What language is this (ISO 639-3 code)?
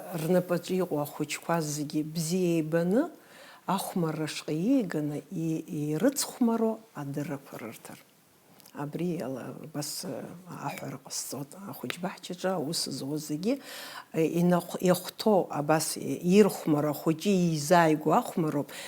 abk